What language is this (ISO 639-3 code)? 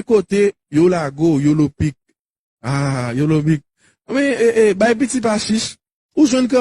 hat